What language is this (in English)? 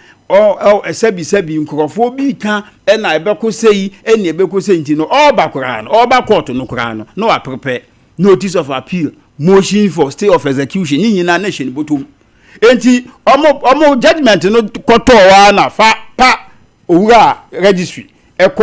Akan